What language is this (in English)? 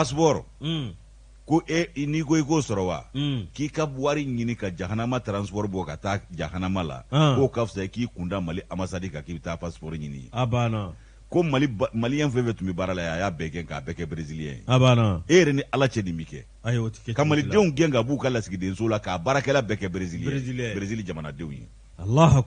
Bambara